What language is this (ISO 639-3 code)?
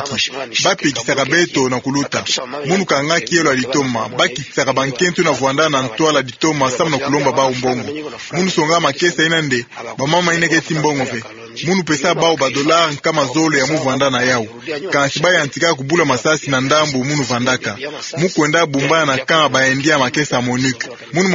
ktu